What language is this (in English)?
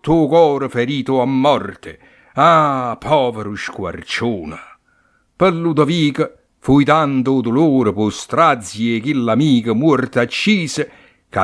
Neapolitan